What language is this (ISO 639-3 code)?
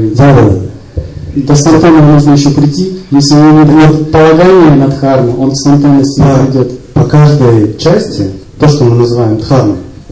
rus